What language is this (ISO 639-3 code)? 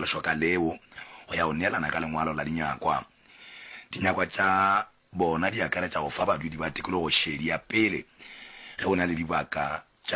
nso